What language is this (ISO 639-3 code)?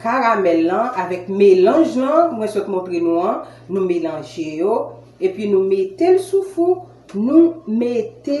hat